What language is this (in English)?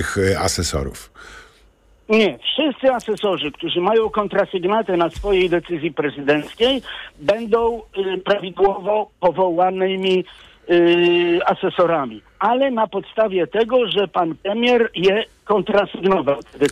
Polish